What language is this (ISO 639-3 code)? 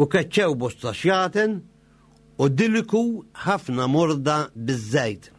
mlt